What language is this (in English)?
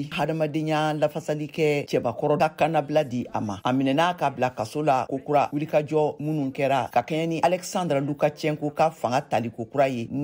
Bambara